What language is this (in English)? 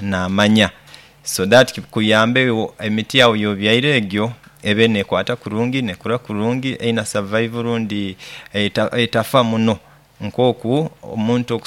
Nyoro